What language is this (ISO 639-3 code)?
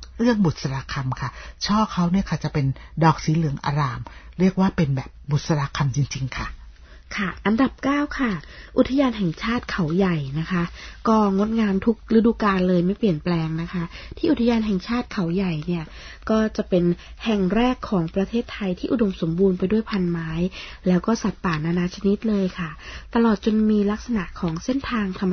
tha